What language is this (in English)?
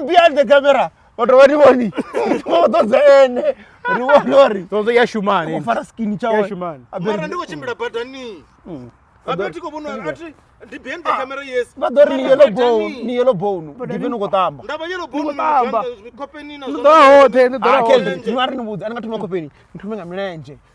Venda